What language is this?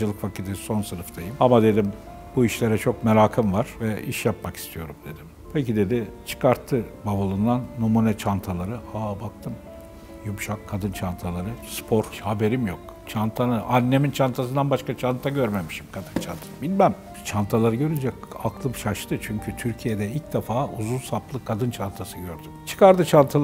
Turkish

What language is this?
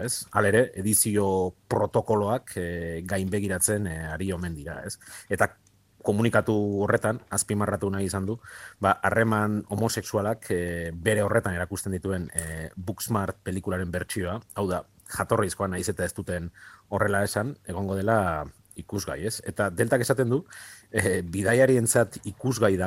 Basque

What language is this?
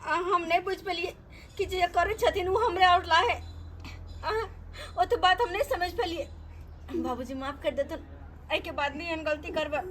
Maithili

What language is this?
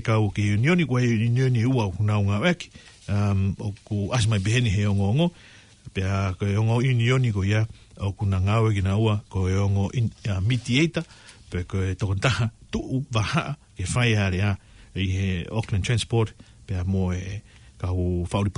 Tongan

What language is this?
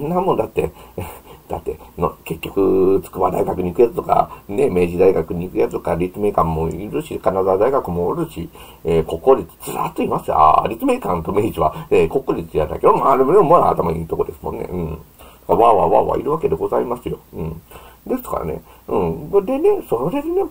Japanese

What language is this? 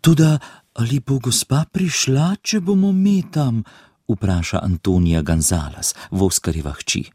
Slovenian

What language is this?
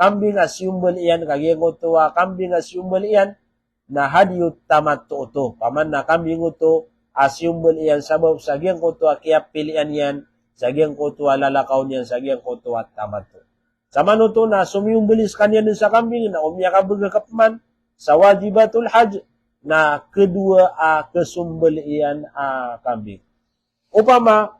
Maranao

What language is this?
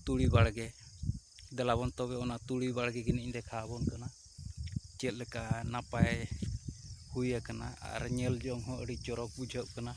Santali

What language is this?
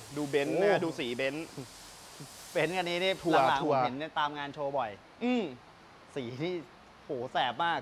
Thai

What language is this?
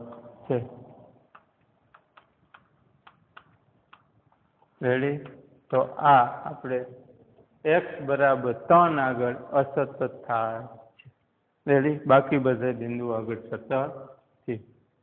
Gujarati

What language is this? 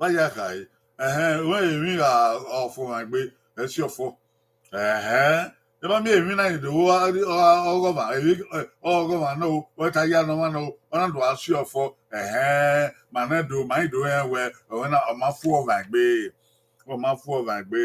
Bini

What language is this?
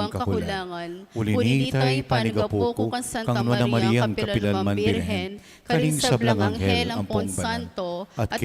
Pampanga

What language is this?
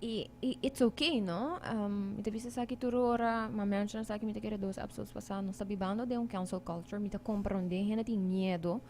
Papiamento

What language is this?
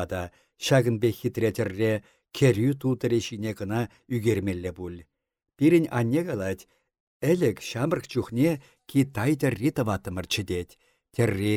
Chuvash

